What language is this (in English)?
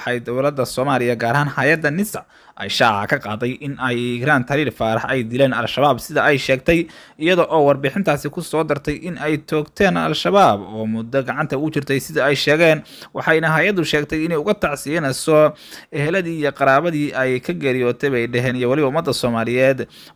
Somali